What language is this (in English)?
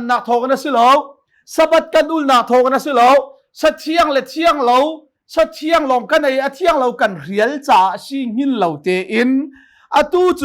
Hakha Chin